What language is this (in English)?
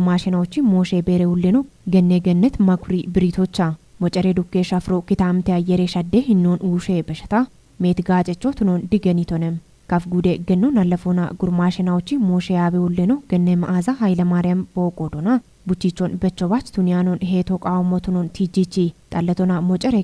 Kafa